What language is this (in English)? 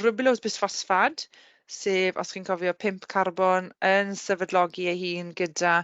Welsh